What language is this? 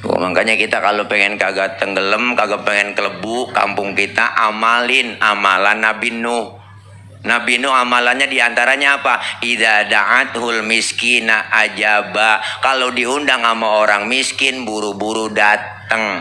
Betawi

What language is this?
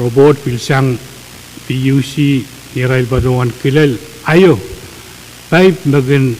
Pohnpeian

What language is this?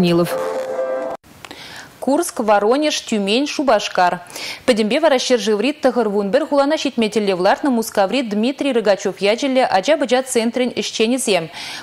Chuvash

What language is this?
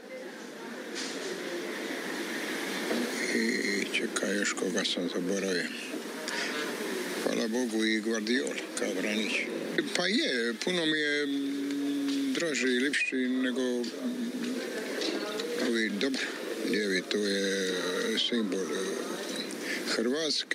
Croatian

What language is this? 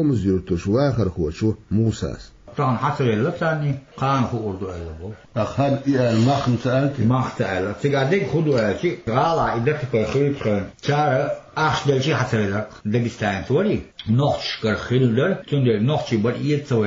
Chechen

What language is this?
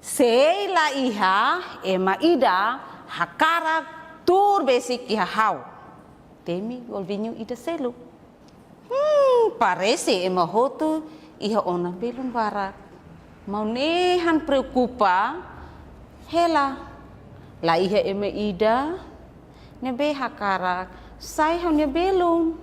Tetum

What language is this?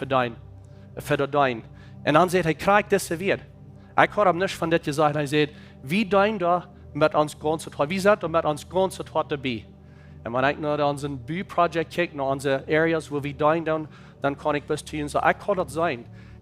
Plautdietsch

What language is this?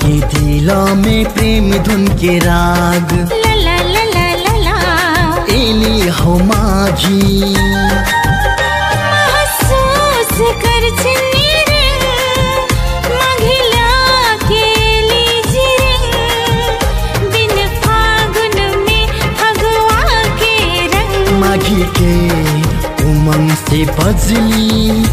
Bhojpuri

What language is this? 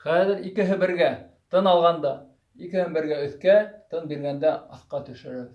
Bashkir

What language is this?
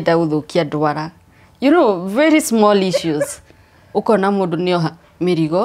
Kikuyu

